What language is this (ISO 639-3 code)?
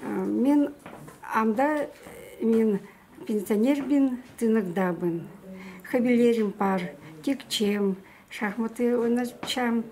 kjh